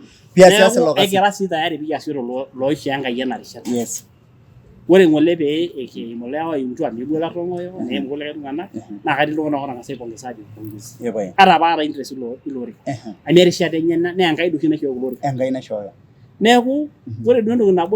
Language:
Masai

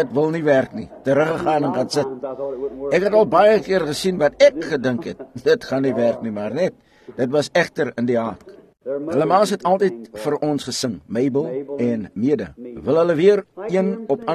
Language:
Afrikaans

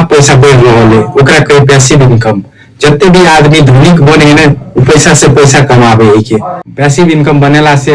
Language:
Maithili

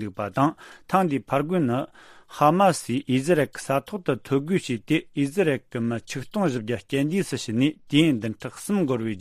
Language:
Tibetan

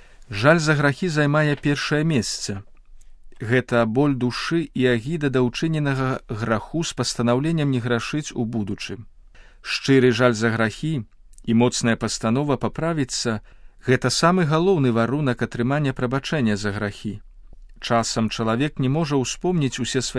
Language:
Belarusian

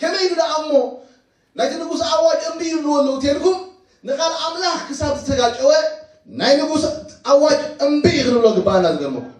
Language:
Tigrinya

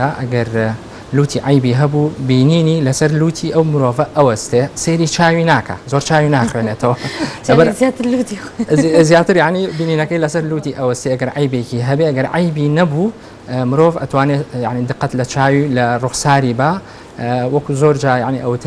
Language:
Central Kurdish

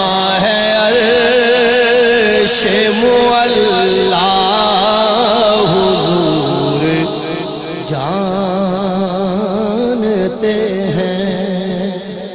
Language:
Urdu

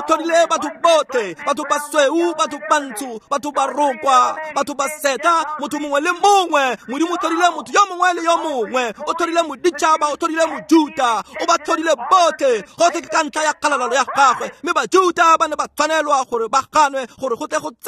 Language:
Tswana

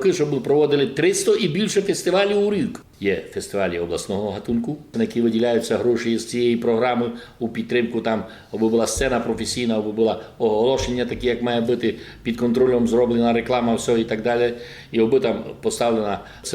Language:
Rusyn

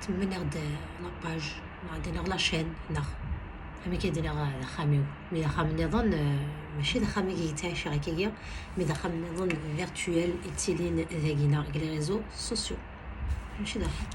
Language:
Kabyle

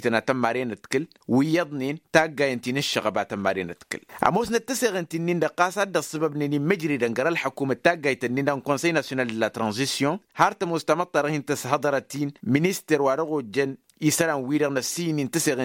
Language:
Tamasheq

